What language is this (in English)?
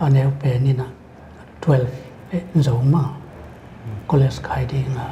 Paite Chin